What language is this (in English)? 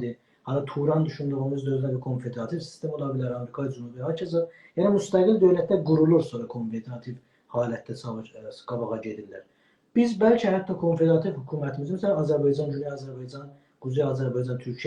South Azerbaijani